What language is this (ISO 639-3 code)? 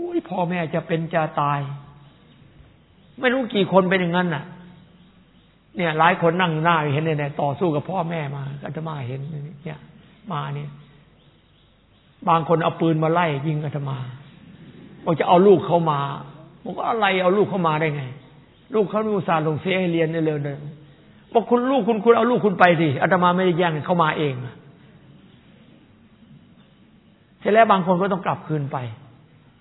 tha